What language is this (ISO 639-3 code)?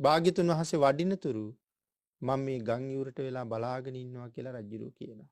sin